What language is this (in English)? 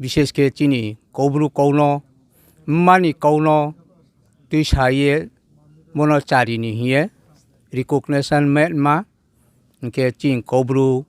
Riang (India)